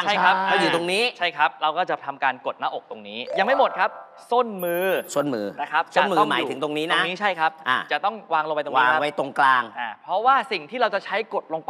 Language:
Thai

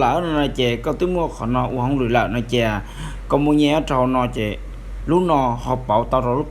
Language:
Hmong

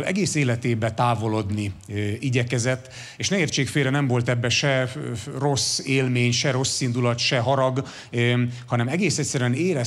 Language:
Hungarian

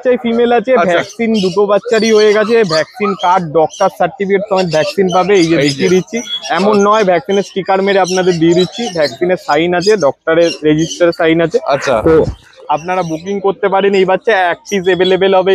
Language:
Bangla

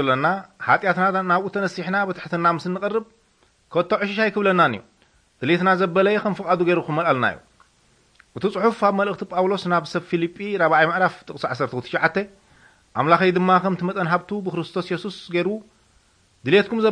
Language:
Tigrinya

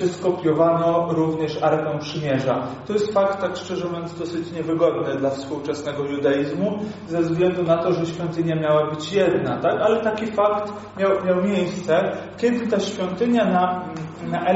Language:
Polish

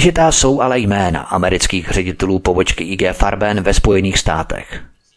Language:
Czech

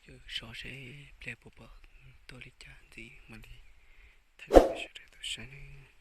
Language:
Hmong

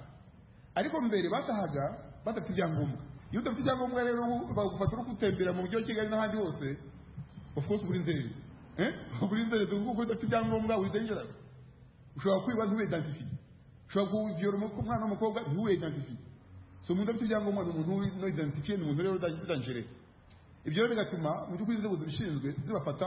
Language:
Kinyarwanda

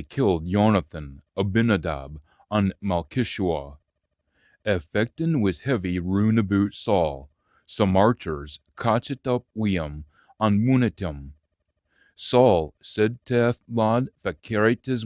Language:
Scots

